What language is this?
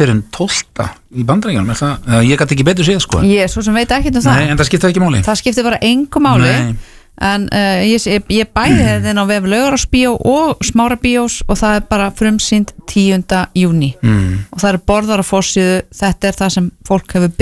Icelandic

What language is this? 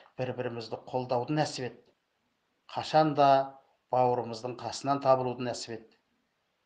Kazakh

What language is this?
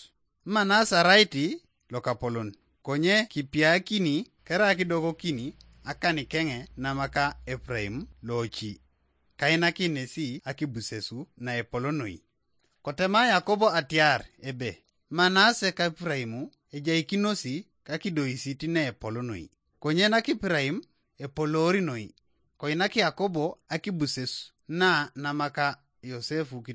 Teso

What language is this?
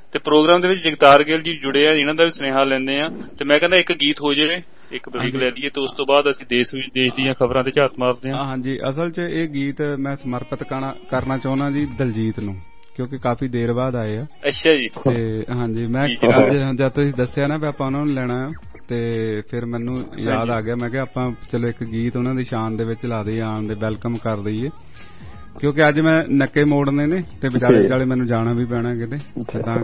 Punjabi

